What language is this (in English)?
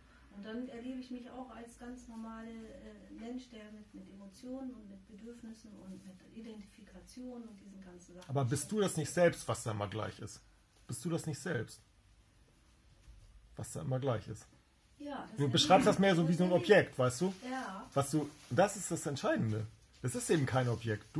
German